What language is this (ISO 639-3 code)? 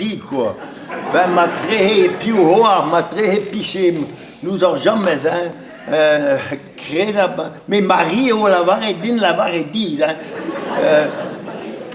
bre